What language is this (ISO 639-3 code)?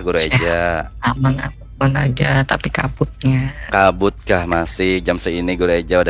bjn